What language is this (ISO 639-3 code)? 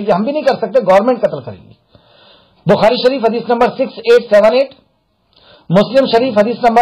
urd